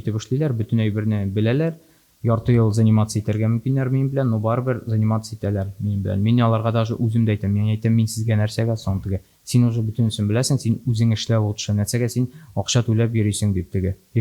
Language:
Tatar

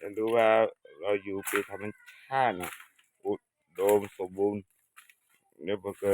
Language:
S'gaw Karen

